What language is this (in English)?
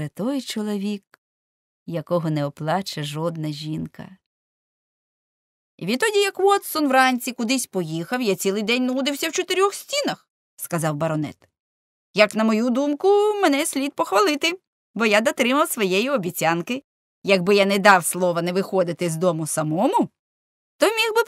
Ukrainian